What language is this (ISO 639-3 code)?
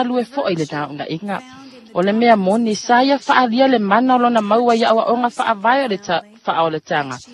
smo